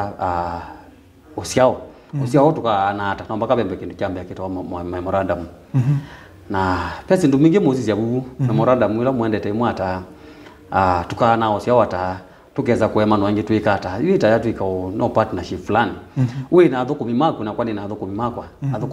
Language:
Kamba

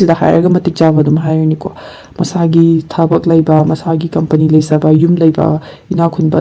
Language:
Manipuri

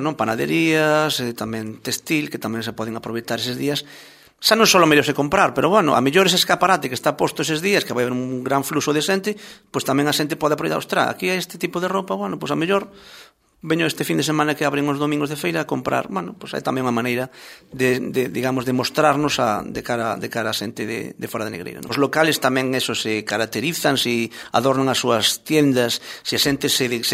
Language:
Galician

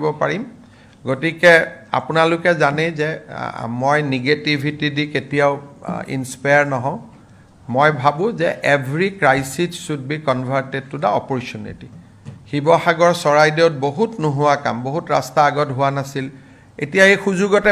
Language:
Assamese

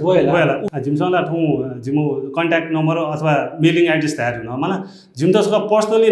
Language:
Newari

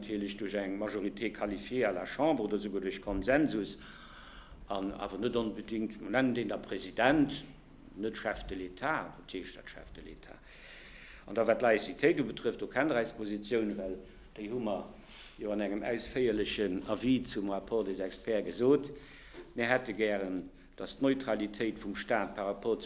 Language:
Luxembourgish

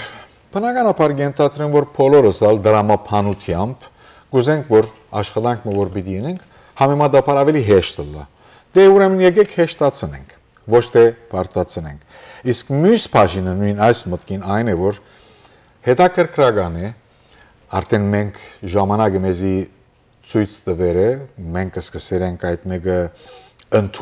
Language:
Western Armenian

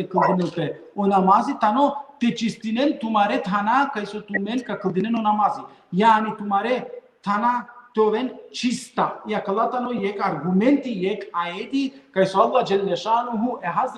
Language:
Balkan Romani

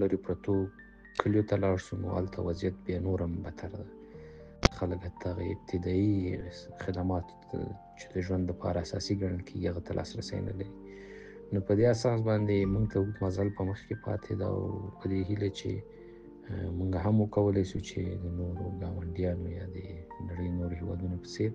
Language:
Pashto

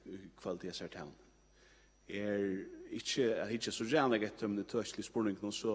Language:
Faroese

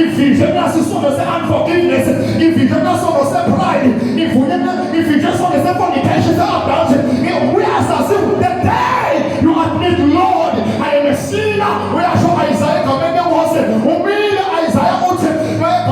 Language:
Zulu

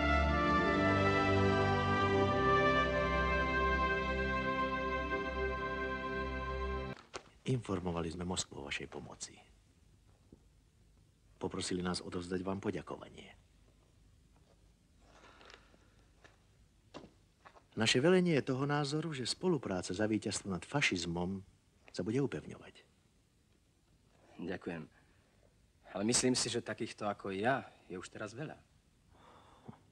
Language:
Slovak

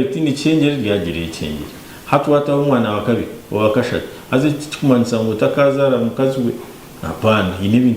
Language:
Nyankole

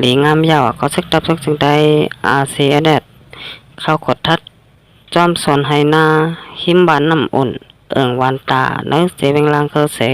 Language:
Shan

